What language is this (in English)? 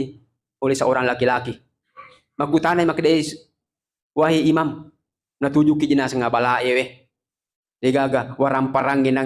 Buginese